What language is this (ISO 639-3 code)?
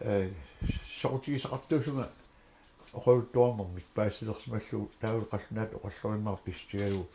kal